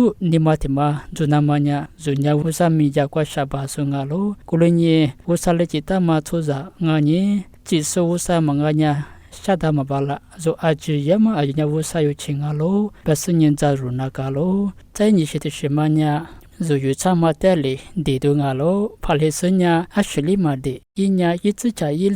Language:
Lisu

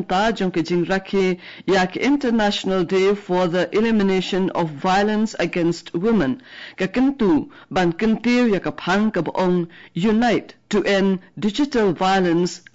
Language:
Khasi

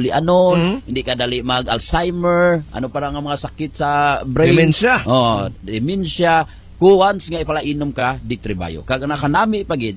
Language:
Hiligaynon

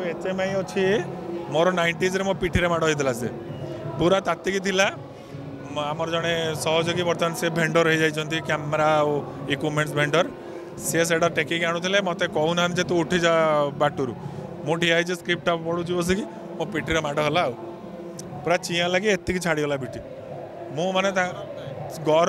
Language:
Odia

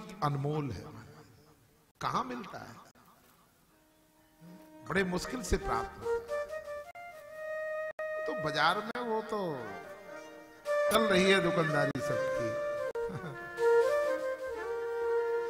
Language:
Hindi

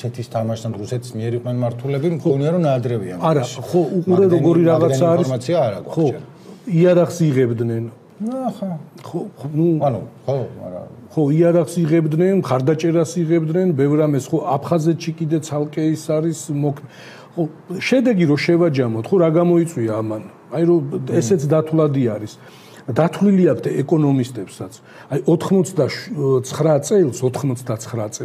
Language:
Georgian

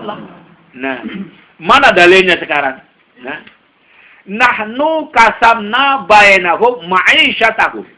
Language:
Sasak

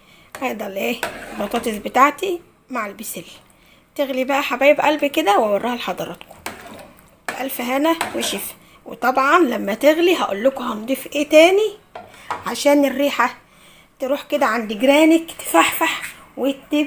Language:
Egyptian Arabic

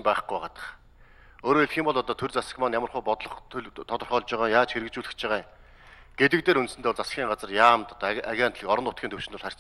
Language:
Mongolian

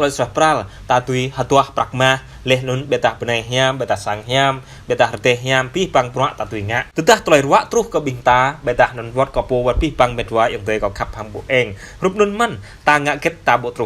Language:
Jarai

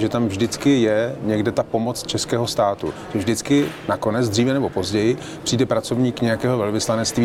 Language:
Czech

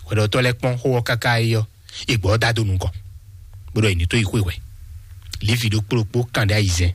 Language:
Fon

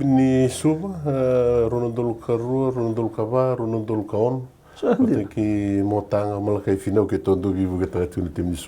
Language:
Fijian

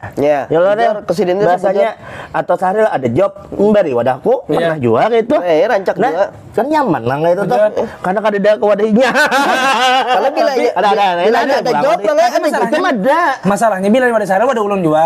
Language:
Banjar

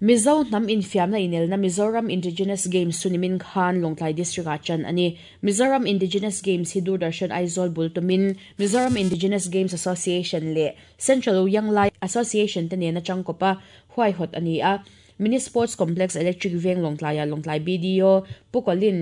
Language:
Mizo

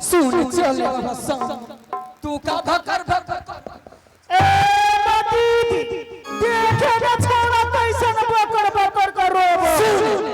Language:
Angika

